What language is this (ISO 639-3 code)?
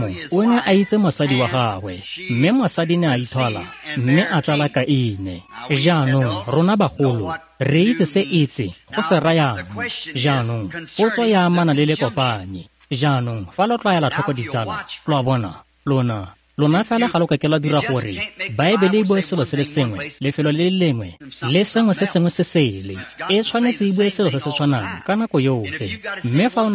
tsn